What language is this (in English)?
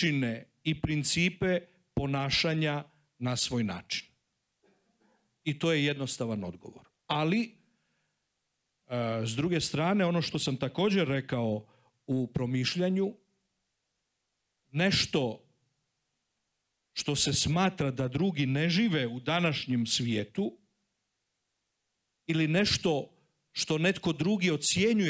Croatian